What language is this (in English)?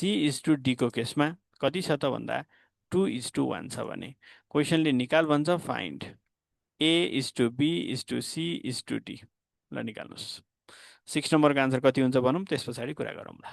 Nepali